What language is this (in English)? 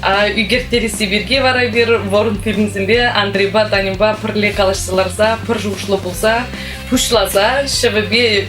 Chuvash